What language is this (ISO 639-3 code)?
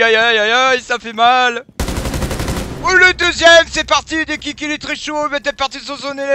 fra